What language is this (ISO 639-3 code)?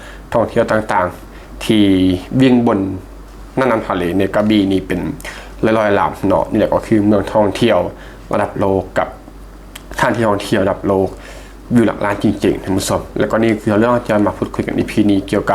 lao